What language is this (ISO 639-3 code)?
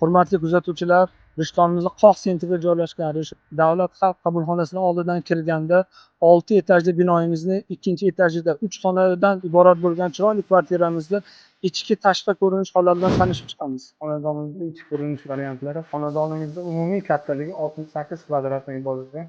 uzb